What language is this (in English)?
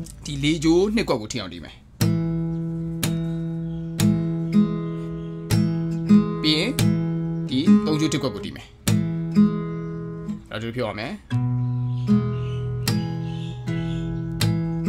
Burmese